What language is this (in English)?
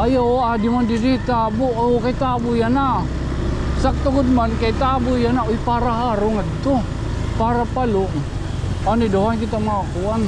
Waray